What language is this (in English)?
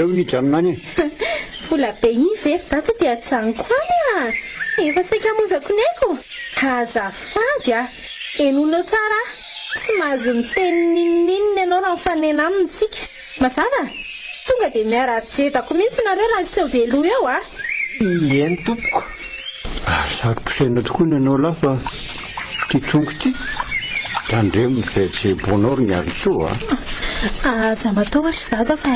Malagasy